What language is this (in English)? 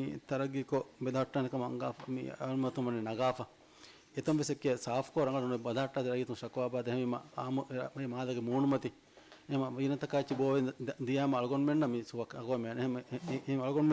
Divehi